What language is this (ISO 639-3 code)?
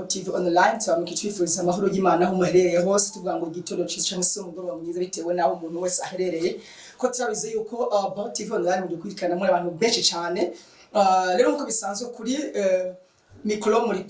run